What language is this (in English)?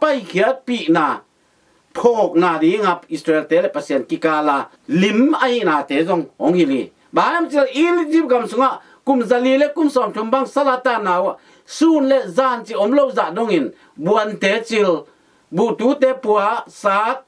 Tedim Chin